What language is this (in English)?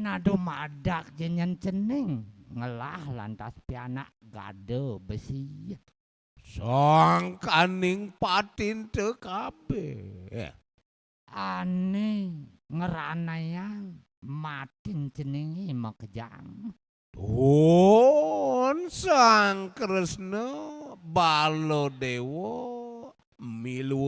Balinese